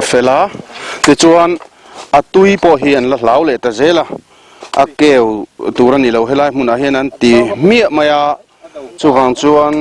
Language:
Mizo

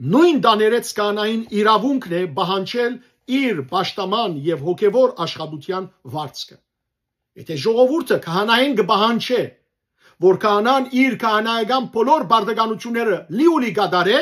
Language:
Western Armenian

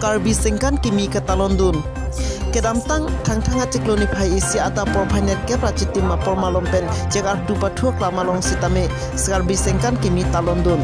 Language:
Karbi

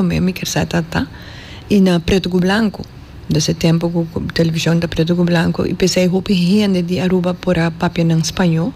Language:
Papiamento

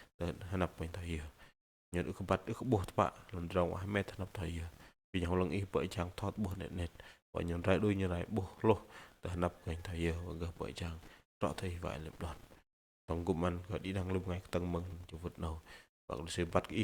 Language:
Bahnar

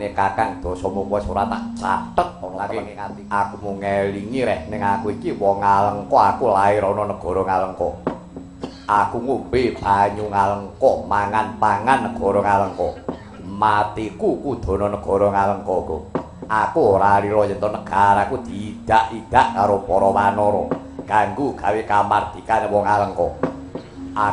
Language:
Javanese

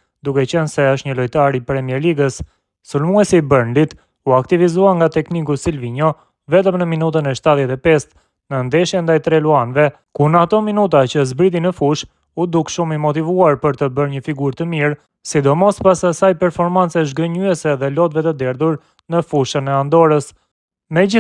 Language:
Albanian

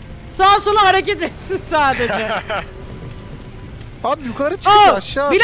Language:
Turkish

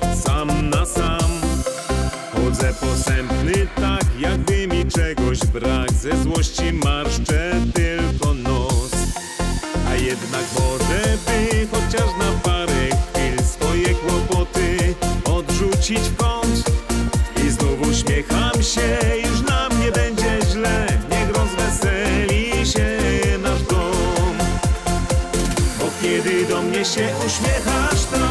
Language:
Polish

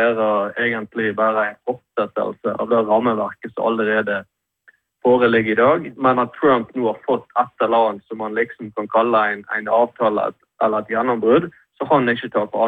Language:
Norwegian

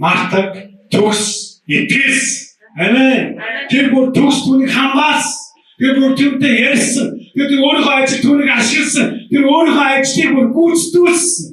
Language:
Mongolian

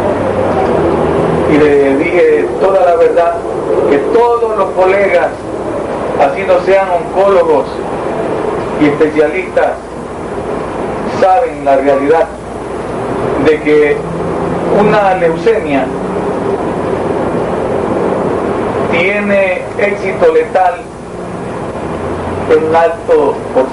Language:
Spanish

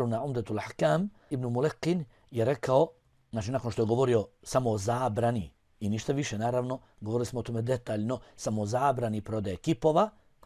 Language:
Bosnian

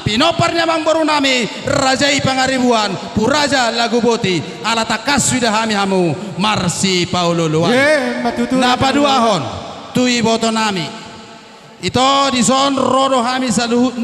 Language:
Batak Toba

